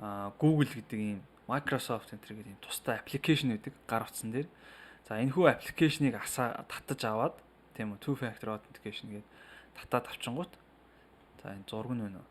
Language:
Mongolian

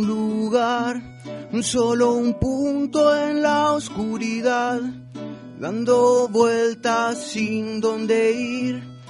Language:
Spanish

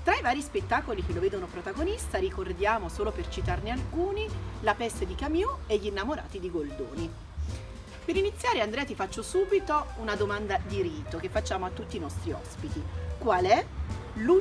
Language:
Italian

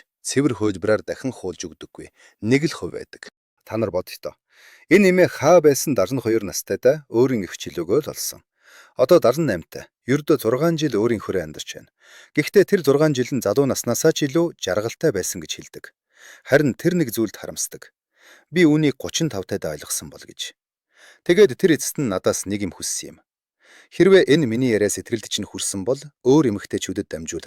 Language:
Mongolian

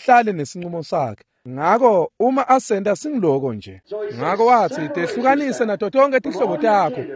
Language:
Swati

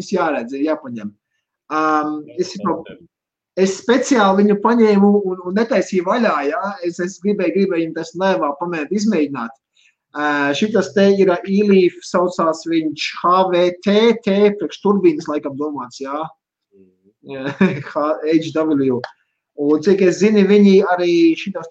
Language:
Latvian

